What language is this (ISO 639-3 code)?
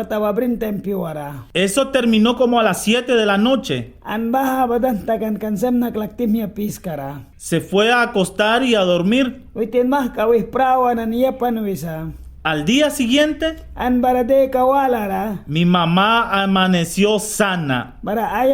miq